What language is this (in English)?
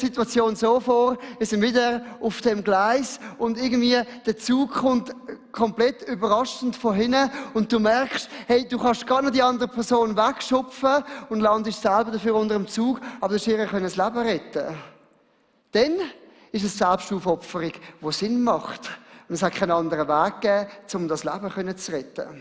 Swiss German